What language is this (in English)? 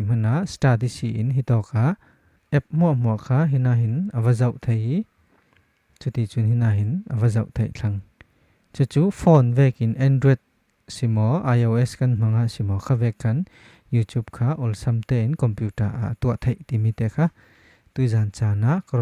Falam Chin